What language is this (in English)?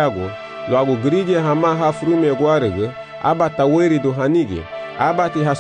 Garifuna